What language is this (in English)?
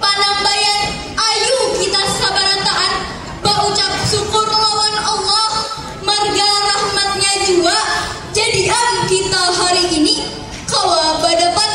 Banjar